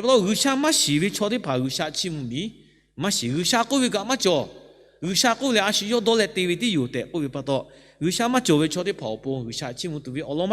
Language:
Lahu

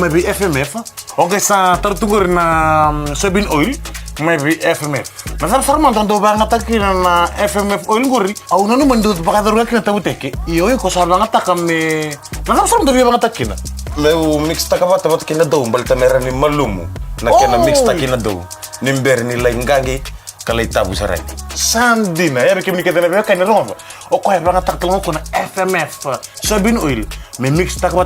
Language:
Fijian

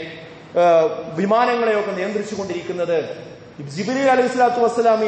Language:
Malayalam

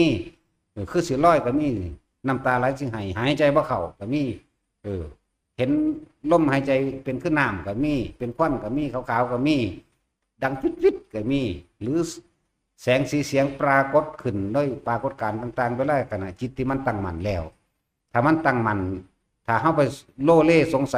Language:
Northeastern Thai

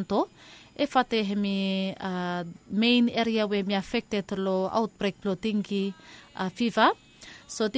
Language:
Bislama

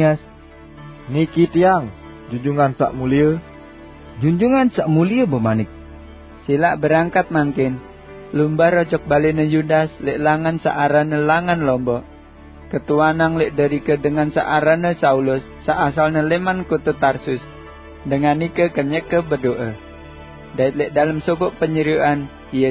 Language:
Sasak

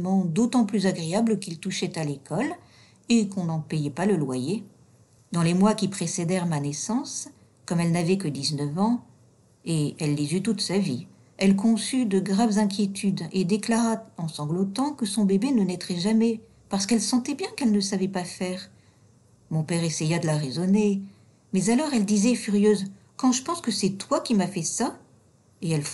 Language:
French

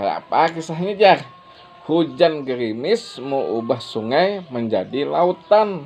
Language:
Banjar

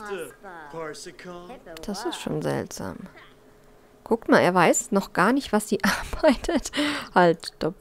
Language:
German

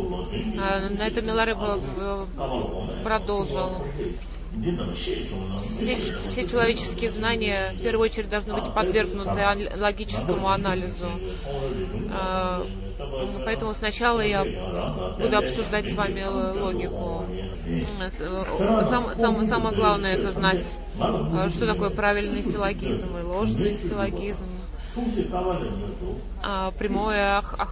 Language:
Russian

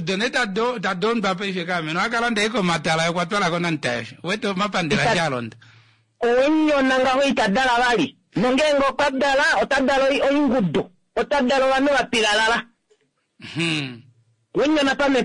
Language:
Kuanyama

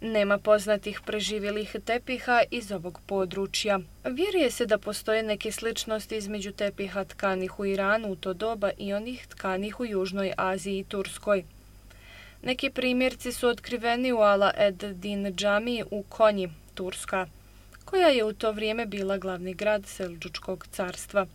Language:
Bosnian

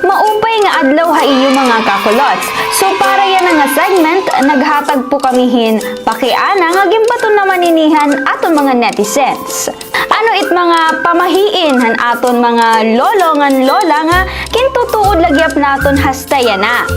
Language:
Waray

